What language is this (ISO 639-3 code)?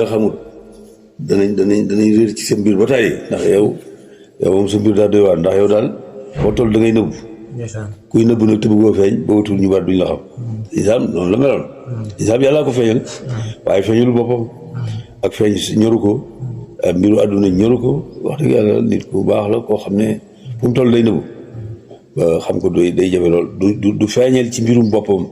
wol